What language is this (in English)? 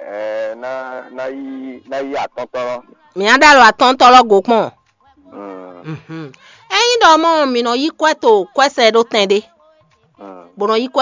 Fon